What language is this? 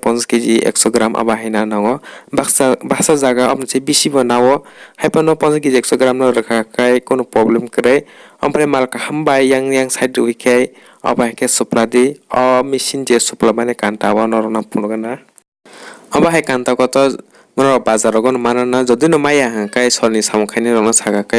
Kok Borok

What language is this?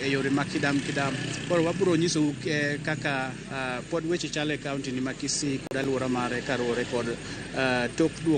Luo (Kenya and Tanzania)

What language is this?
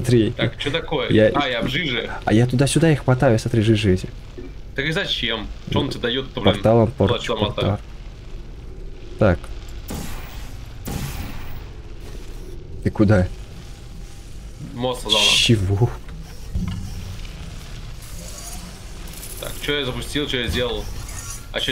Russian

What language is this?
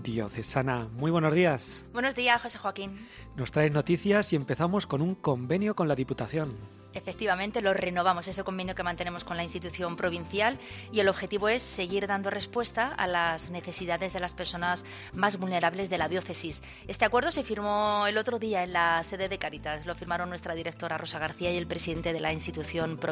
Spanish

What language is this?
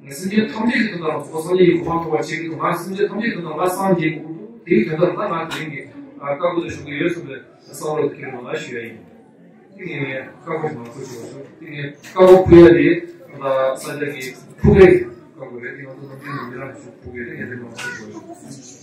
Tibetan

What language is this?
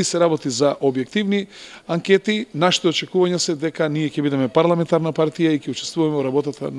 Macedonian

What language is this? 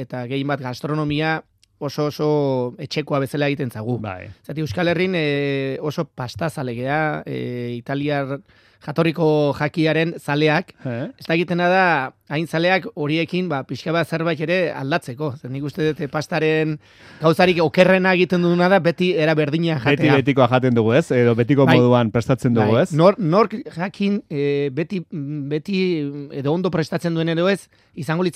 Basque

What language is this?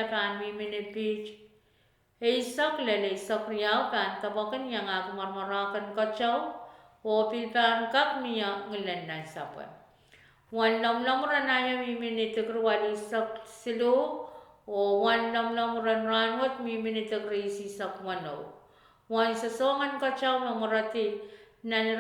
Pohnpeian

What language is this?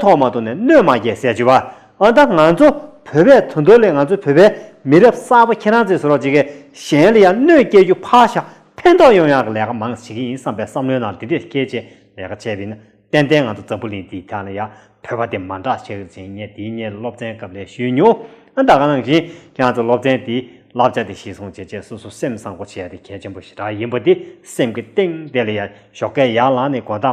Tibetan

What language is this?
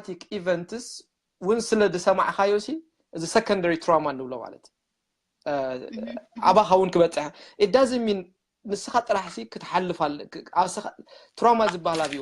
Tigrinya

